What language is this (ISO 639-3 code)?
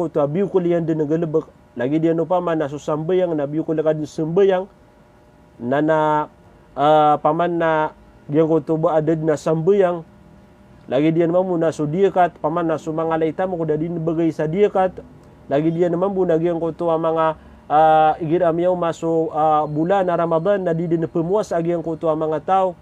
mrw